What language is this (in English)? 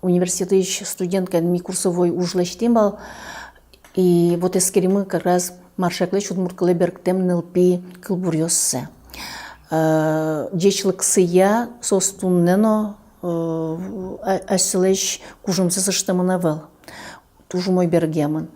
Udmurt